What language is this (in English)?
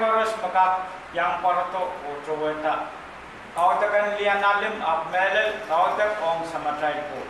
Pohnpeian